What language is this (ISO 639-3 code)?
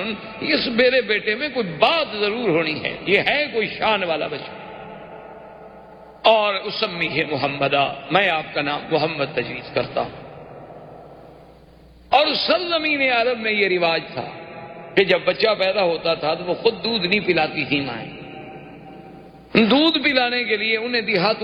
urd